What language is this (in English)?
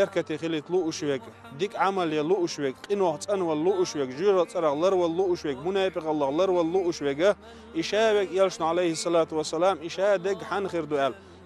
Chechen